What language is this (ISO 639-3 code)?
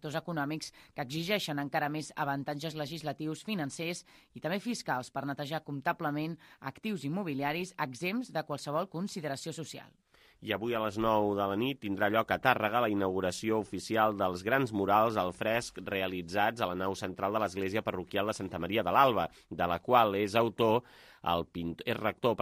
cat